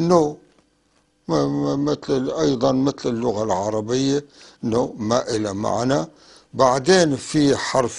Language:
North Levantine Arabic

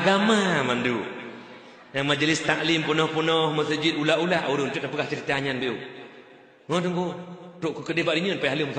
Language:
Achinese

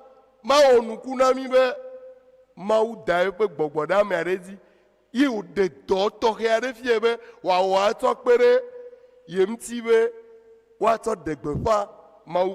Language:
Ewe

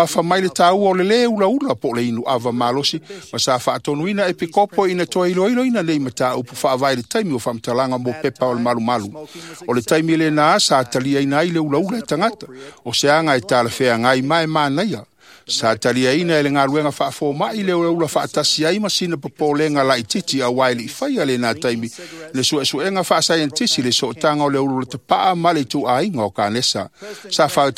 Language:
Samoan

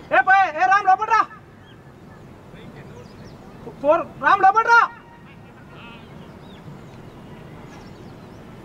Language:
Telugu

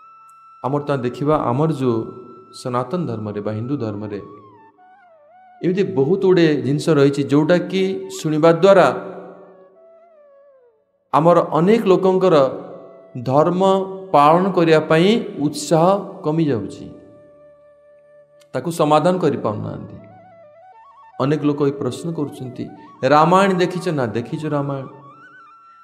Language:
Odia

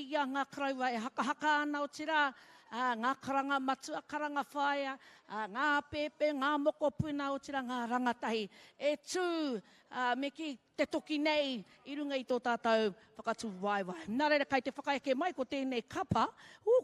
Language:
Māori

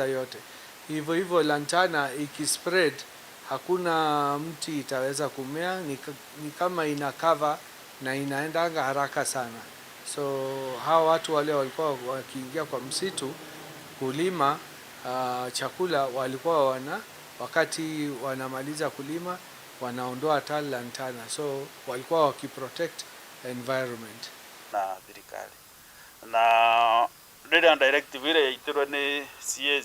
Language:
Meru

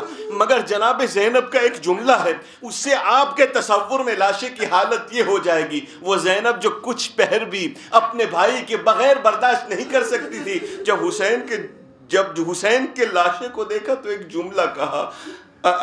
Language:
Urdu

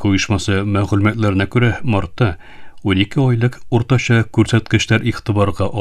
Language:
Tatar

